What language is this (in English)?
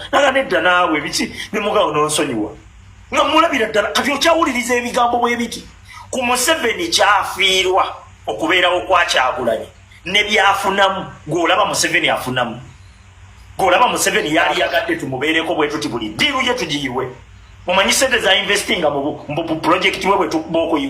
Ganda